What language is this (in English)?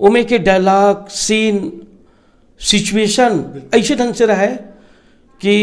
Chhattisgarhi